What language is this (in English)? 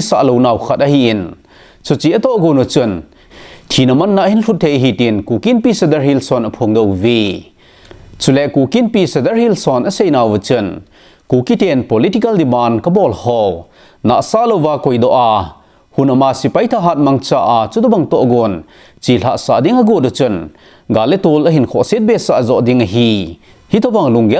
Thado Chin